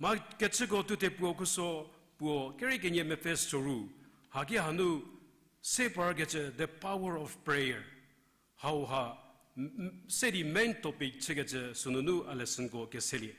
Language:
Angami Naga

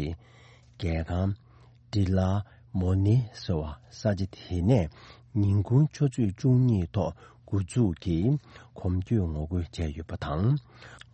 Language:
Tibetan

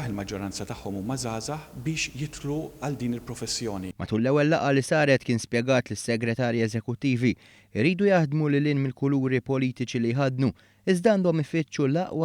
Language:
Maltese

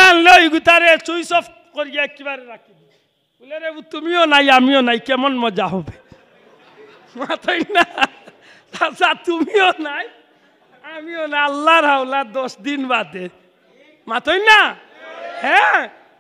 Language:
Sylheti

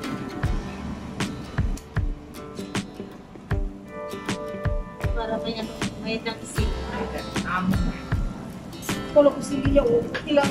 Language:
Filipino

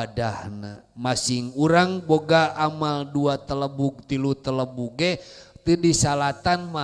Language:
Sundanese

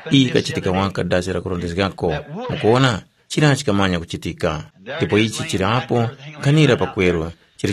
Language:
Tumbuka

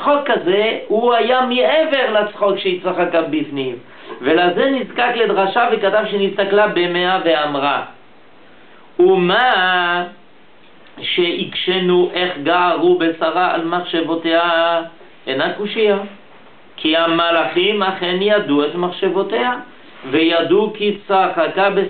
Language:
Hebrew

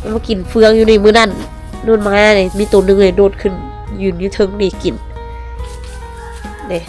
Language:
Lao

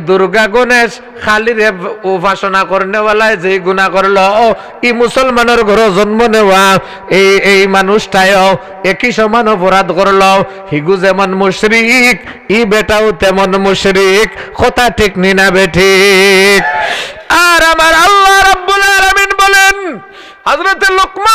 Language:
Sylheti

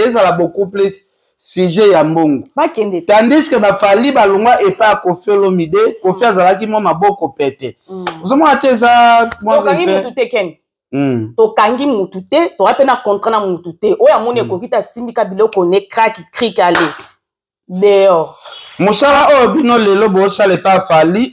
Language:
Lingala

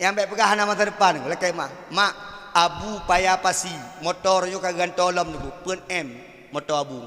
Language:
Achinese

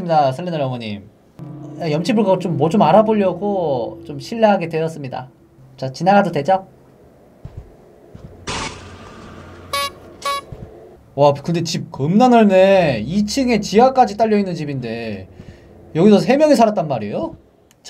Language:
Korean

